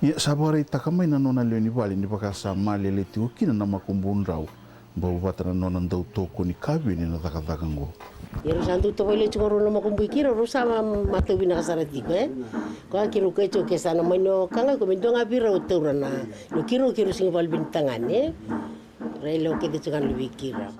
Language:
Fijian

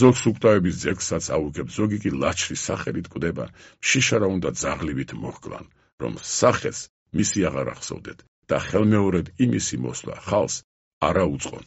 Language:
Georgian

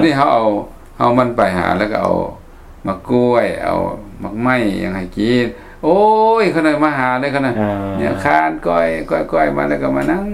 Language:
Lao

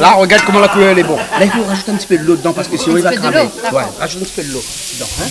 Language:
Réunion Creole French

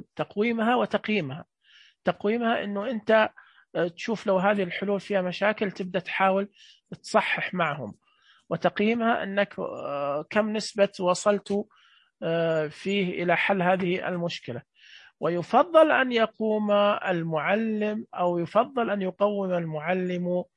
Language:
Najdi Arabic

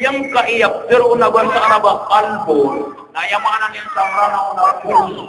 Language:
Maranao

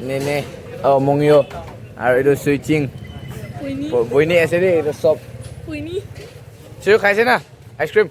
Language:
Naga Pidgin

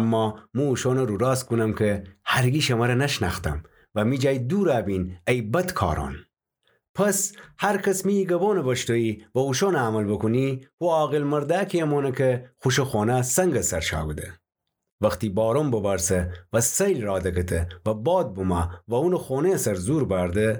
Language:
Gilaki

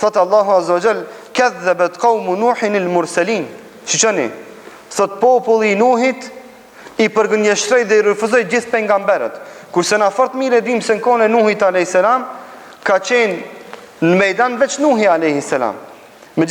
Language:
Albanian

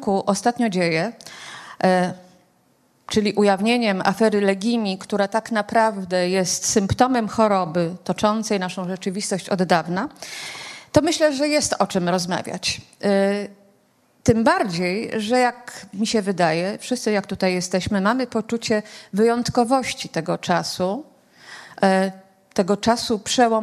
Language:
Polish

